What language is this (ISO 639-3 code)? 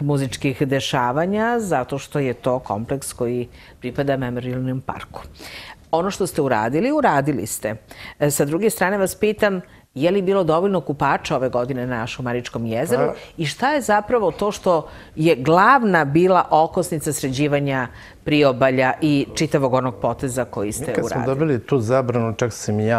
srp